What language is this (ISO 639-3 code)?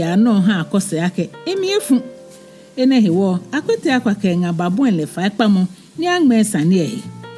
gaa